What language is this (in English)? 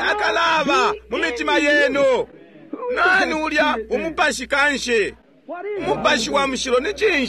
Bemba